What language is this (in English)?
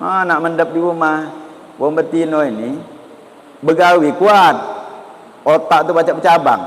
Musi